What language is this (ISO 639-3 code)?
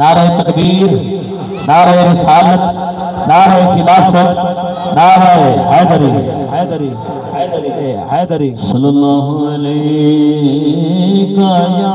skr